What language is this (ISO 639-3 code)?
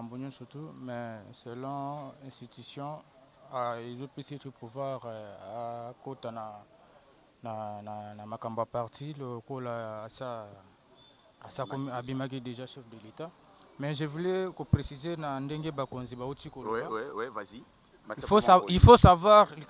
lin